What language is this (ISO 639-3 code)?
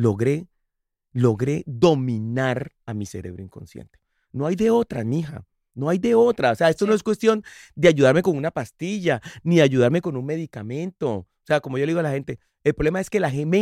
spa